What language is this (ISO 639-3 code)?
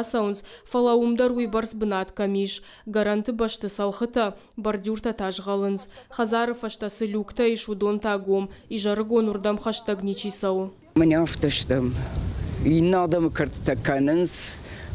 oss